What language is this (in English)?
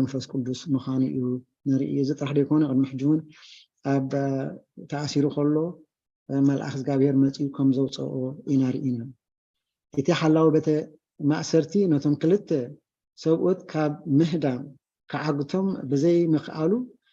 Tigrinya